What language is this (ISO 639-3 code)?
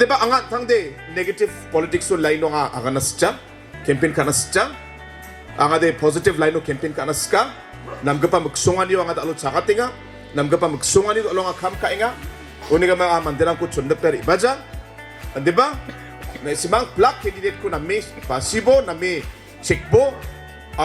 grt